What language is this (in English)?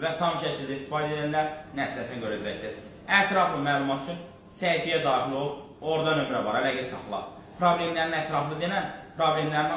Azerbaijani